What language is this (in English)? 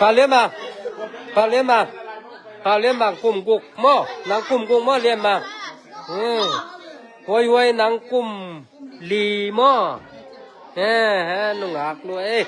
Tedim Chin